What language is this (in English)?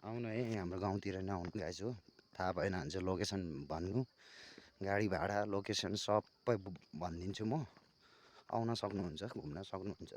Nepali